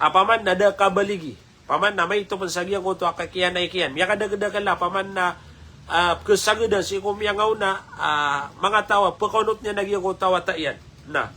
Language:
Maranao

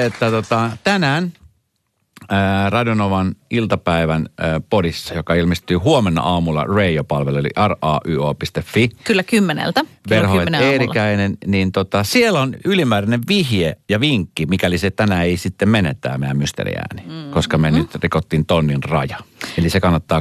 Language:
Finnish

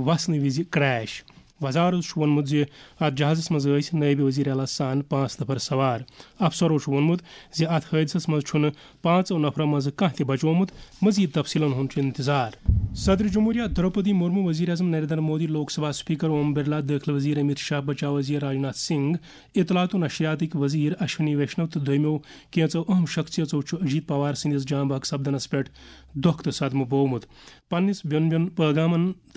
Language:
Kashmiri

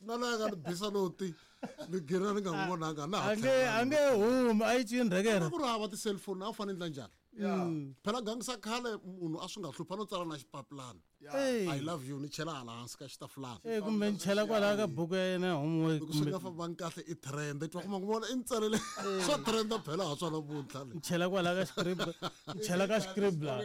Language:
Tsonga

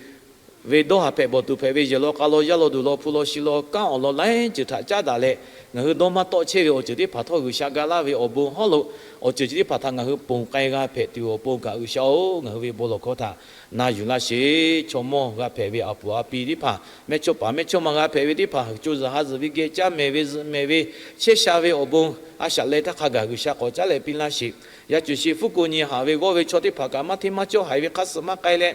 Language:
Lahu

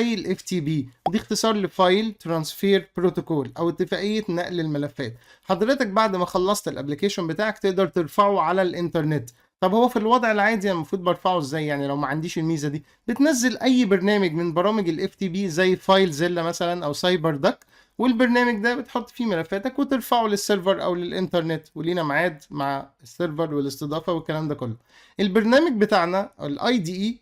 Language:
Egyptian Arabic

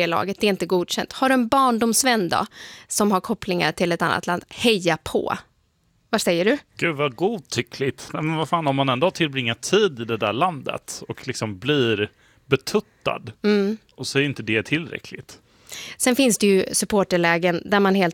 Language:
Swedish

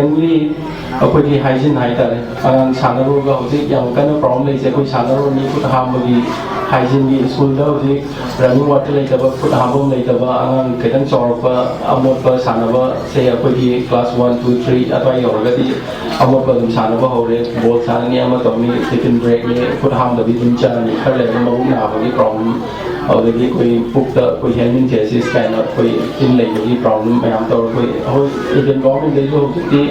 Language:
Manipuri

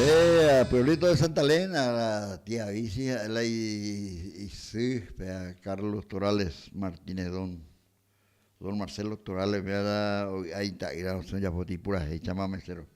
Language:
Guarani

